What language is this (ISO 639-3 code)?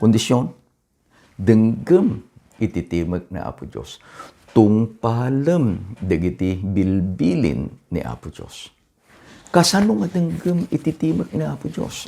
ilo